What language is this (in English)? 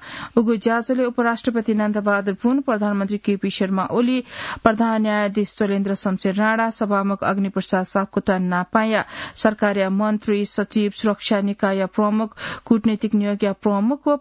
Newari